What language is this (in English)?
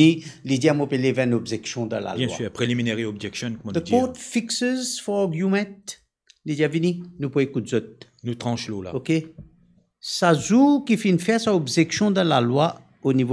Morisyen